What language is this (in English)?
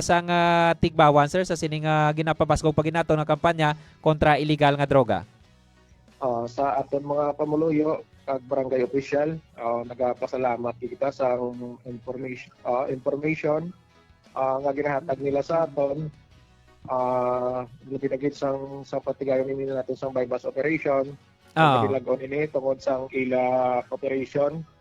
Hiligaynon